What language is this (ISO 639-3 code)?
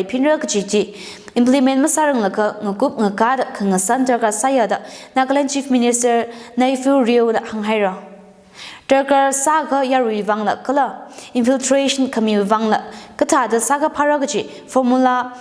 nmf